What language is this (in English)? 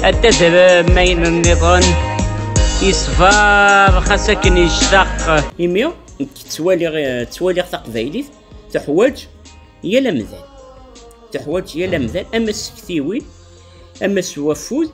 Kabyle